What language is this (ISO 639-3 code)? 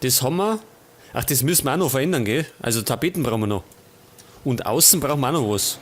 bar